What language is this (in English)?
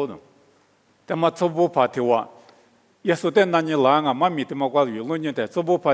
Lisu